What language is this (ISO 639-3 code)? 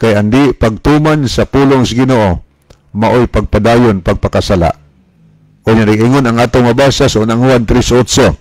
ceb